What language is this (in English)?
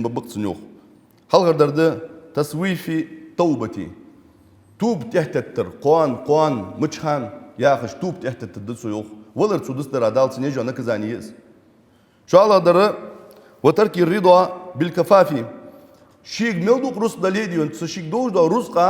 Ingush